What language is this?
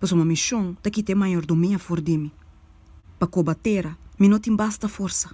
Papiamento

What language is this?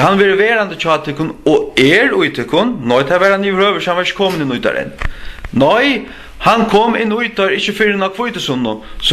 Faroese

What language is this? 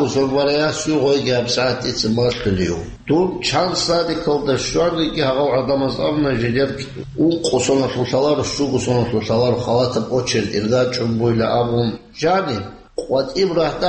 Avaric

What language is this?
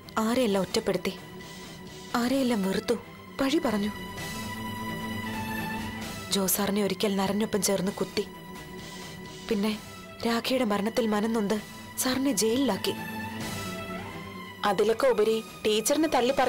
Malayalam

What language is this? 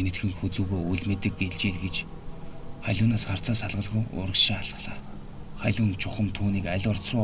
Mongolian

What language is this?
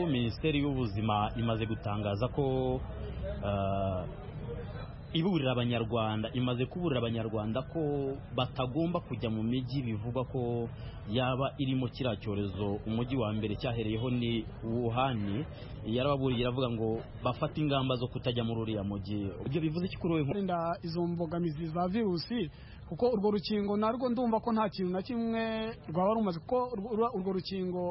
Kinyarwanda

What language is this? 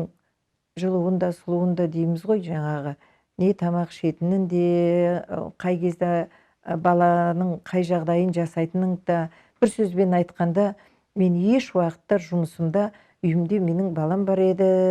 Kazakh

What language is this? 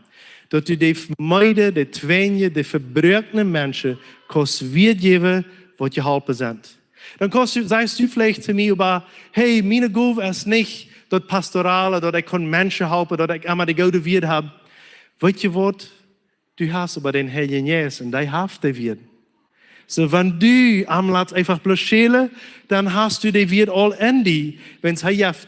Plautdietsch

